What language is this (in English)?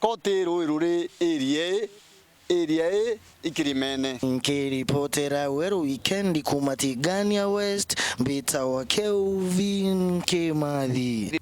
Meru